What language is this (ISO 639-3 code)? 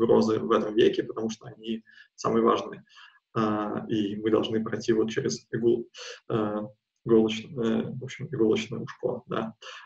rus